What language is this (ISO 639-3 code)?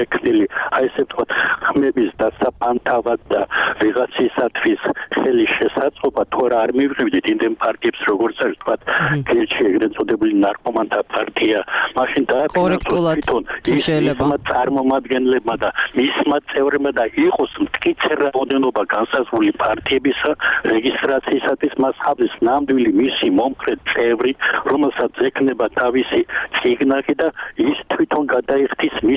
kat